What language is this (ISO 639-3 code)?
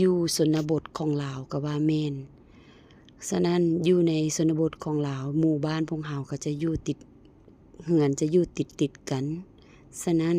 lao